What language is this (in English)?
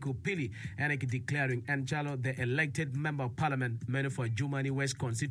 Acoli